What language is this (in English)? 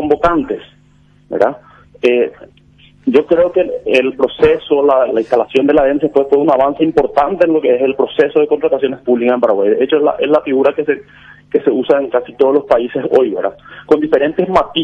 Spanish